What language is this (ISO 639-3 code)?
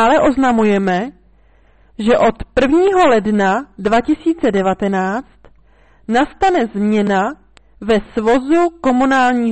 ces